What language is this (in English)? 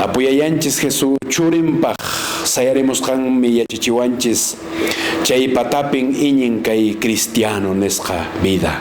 Quechua